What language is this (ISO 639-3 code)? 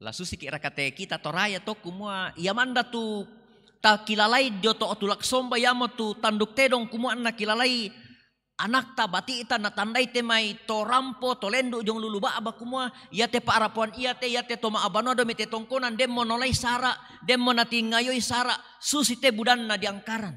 sda